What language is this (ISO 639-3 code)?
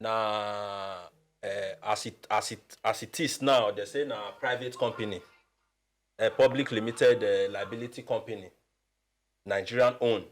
pcm